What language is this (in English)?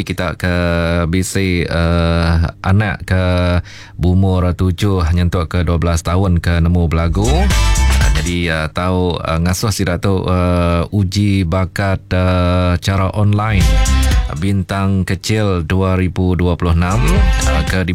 Iban